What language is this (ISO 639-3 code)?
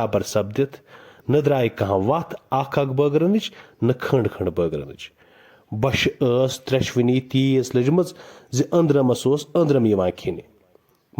kas